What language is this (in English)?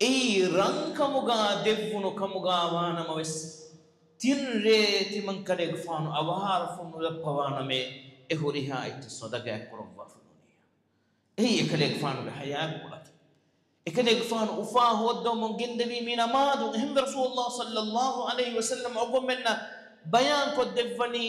Divehi